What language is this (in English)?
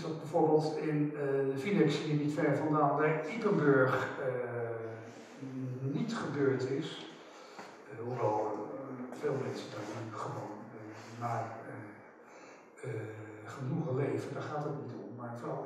Dutch